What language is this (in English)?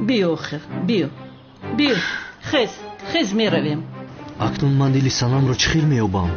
Tajik